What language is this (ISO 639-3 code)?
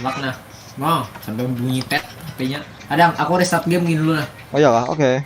bjn